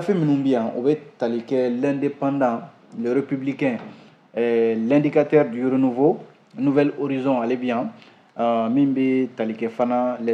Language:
Bambara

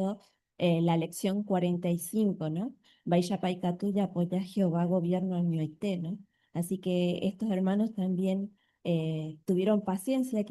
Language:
Guarani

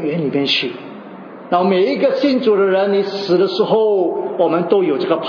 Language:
Chinese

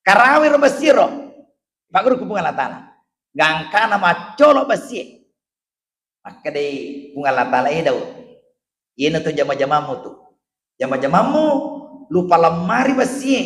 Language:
Buginese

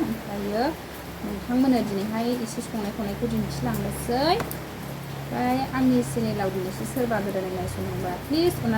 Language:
Bodo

